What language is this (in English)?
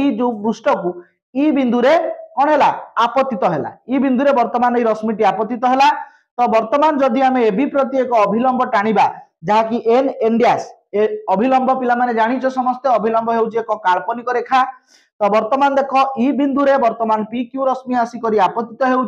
Odia